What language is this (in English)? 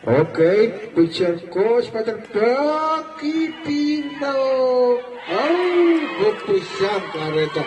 Pohnpeian